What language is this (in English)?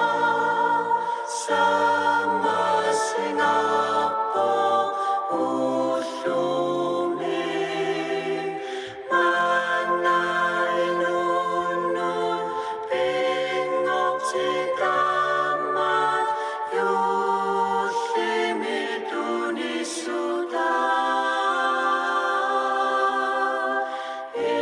Kalaallisut